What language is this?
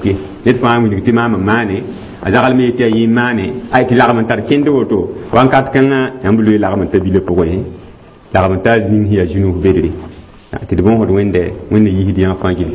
Mossi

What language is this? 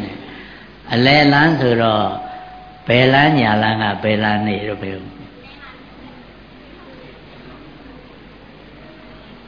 Burmese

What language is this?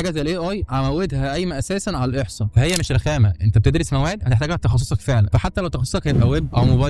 Egyptian Arabic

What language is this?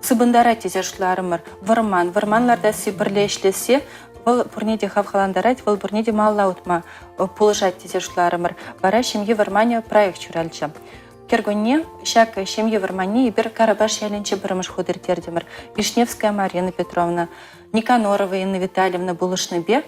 Chuvash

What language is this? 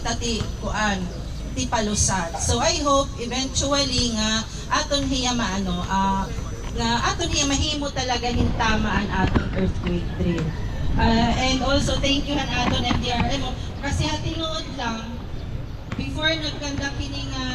Waray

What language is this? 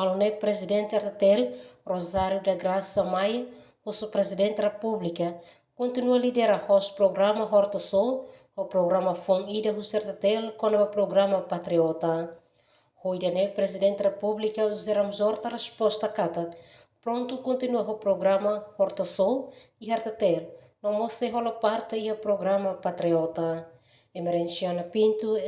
Tetum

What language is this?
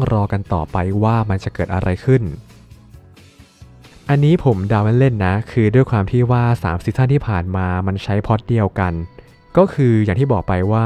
Thai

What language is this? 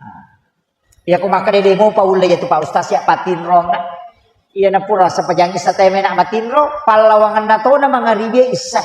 Buginese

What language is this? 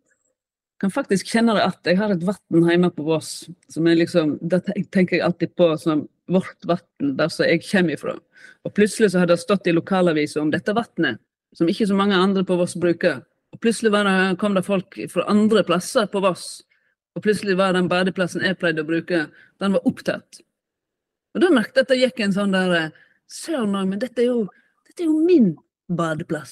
Norwegian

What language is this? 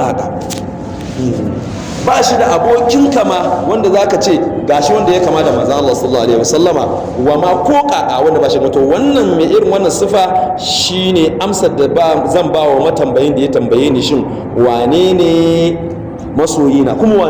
Hausa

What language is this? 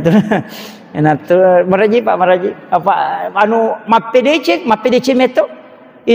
Buginese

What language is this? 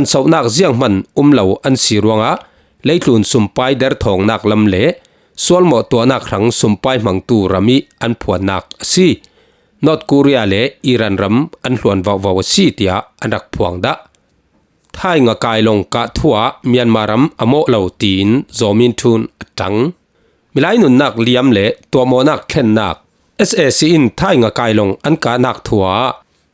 Falam Chin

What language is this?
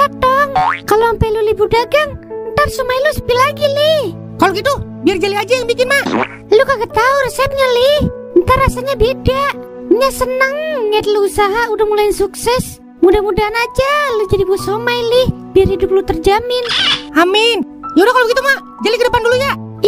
Betawi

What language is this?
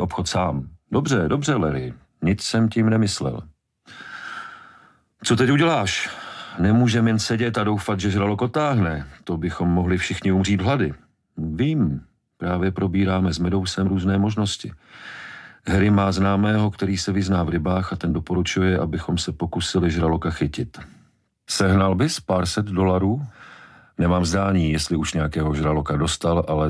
Czech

